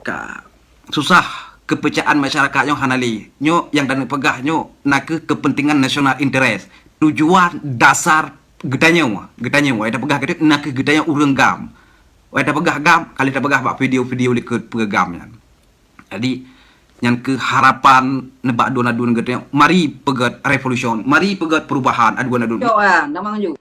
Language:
Achinese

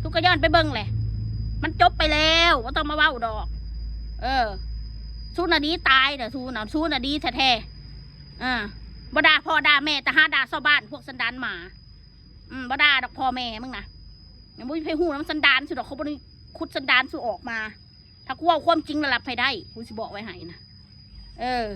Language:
Northeastern Thai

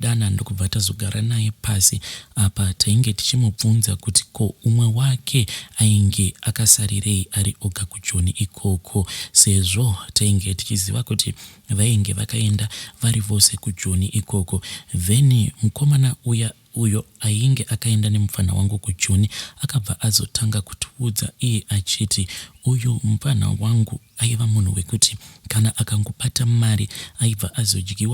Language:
Shona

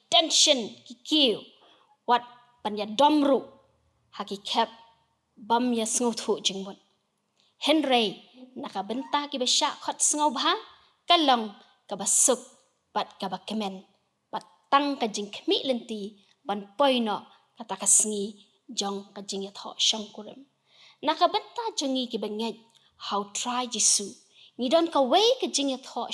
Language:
Khasi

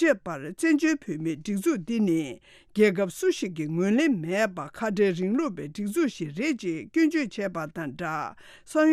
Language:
Tibetan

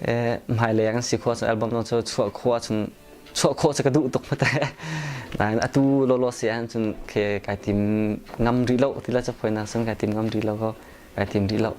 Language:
Hakha Chin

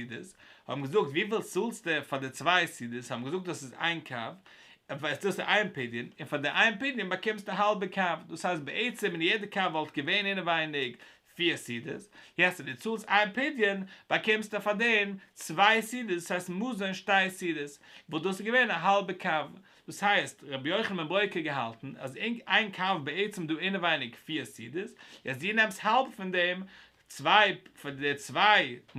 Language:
Yiddish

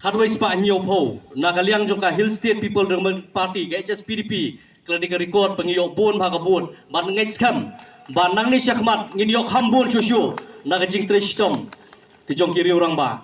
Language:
Khasi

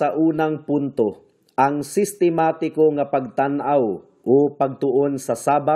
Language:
Cebuano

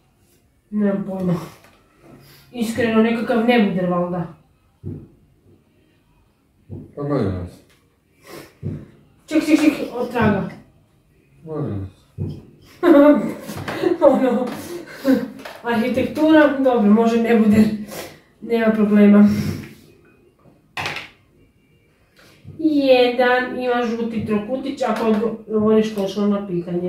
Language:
Croatian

